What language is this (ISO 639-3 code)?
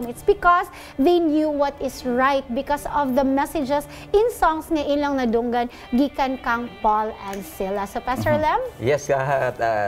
ceb